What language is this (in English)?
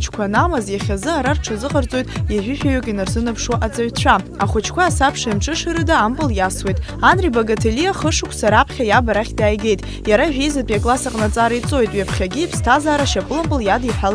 Abkhazian